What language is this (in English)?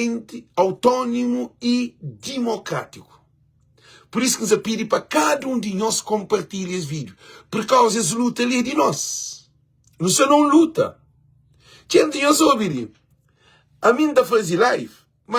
Kabuverdianu